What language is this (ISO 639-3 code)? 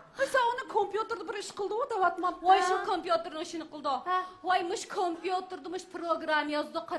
uig